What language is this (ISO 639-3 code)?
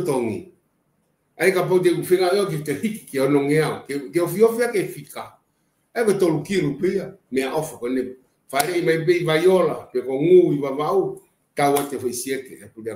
ton